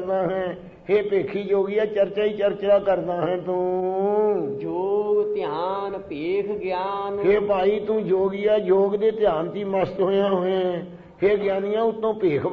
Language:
Punjabi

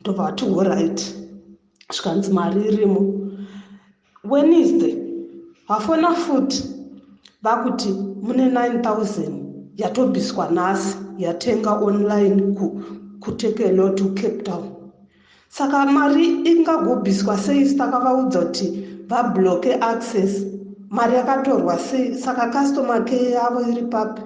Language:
Shona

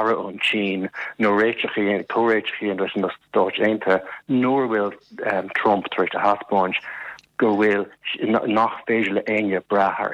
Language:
Irish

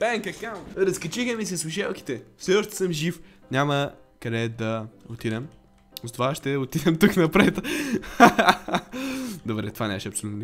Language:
Bulgarian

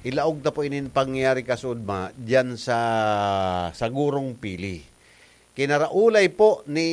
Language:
Bikol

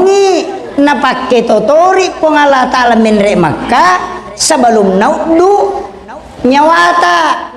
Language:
Buginese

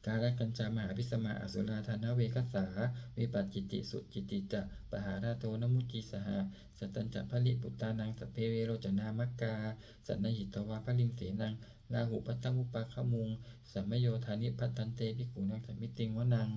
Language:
Pali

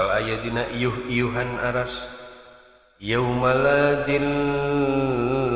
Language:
Sundanese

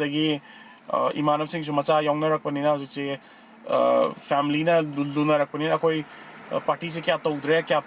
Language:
Manipuri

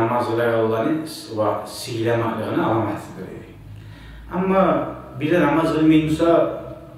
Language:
Kumyk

